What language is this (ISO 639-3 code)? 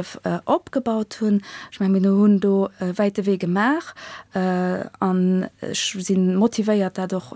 ltz